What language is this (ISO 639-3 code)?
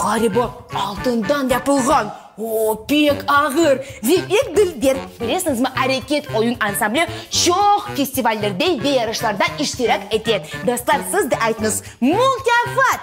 crh